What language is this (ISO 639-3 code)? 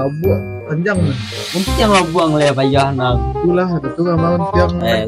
min